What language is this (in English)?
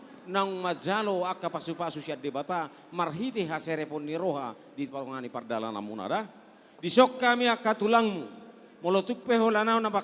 Batak Toba